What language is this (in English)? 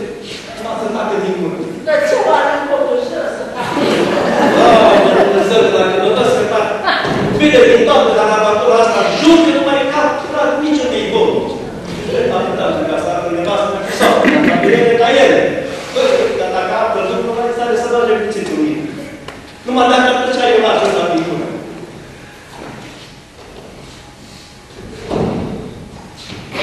Romanian